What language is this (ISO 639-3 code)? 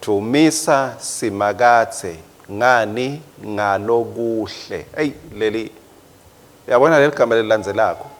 ssw